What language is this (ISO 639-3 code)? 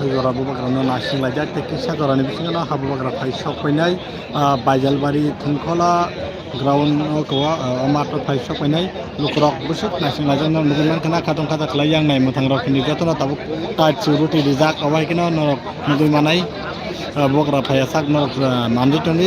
trp